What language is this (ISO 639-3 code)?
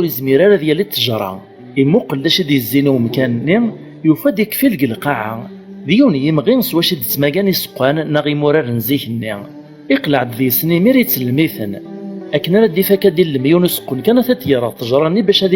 kab